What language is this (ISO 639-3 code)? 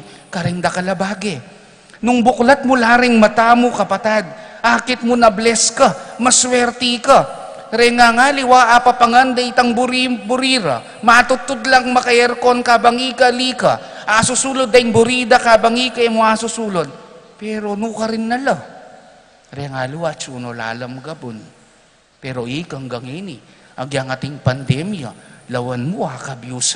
pam